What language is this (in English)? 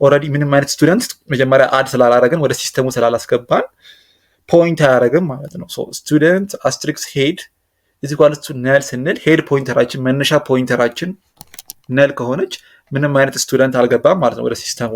Amharic